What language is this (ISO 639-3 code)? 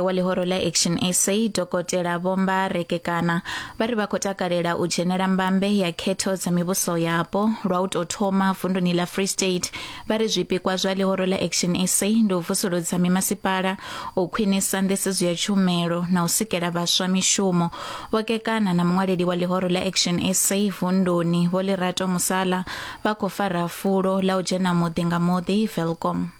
ven